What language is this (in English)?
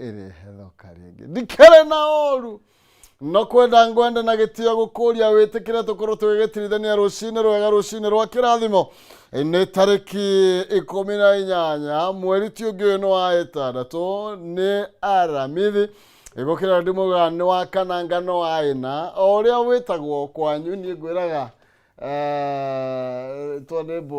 Kikuyu